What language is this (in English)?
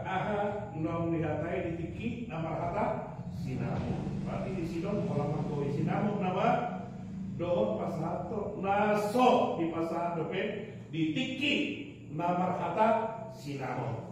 Batak Toba